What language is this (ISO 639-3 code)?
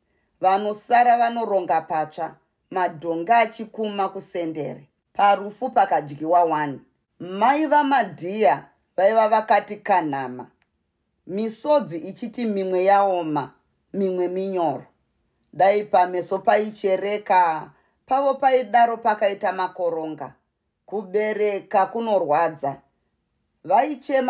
sna